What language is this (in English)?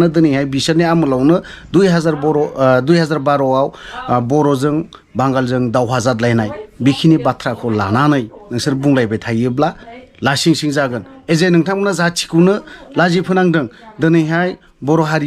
Bodo